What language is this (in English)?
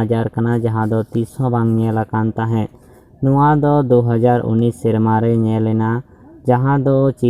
Santali